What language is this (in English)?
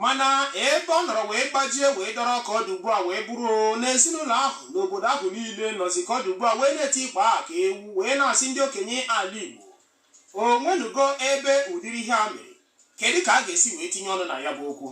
Igbo